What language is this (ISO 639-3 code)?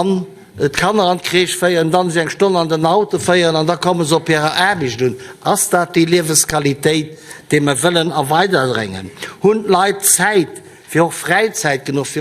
ltz